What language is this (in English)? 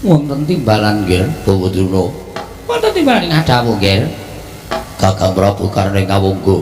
Javanese